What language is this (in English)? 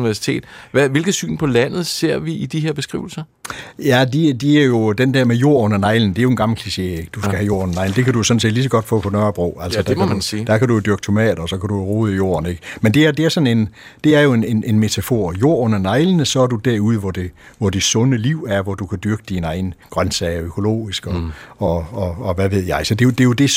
Danish